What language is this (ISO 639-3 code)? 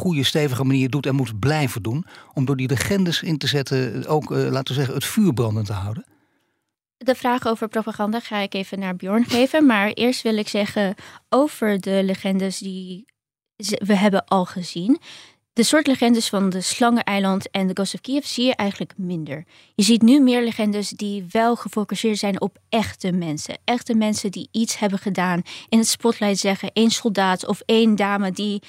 nld